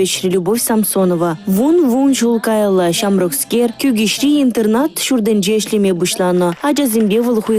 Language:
Chuvash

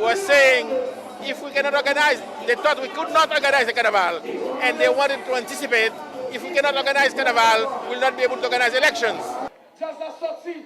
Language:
Haitian Creole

